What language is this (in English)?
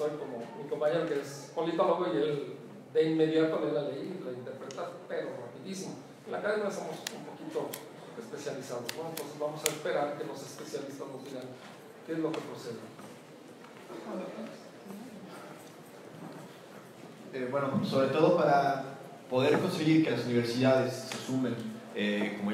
Spanish